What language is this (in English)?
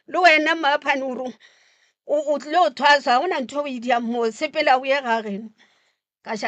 Northern Sotho